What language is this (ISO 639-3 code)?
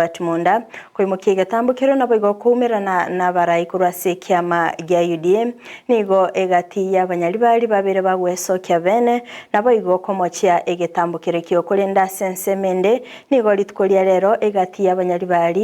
guz